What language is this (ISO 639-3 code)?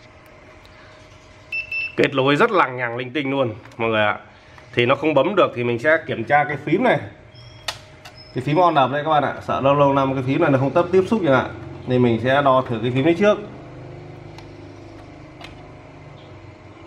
vie